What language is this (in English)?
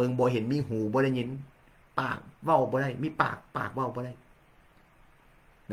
Lao